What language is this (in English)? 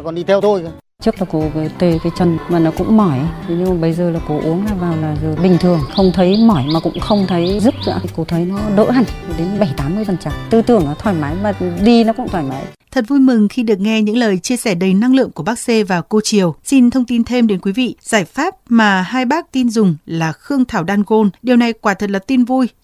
Vietnamese